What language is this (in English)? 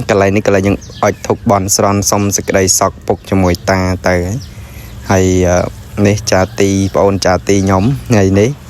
Khmer